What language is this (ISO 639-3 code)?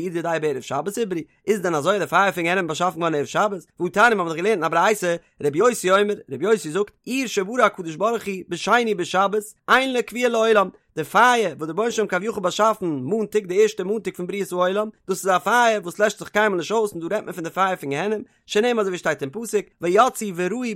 yid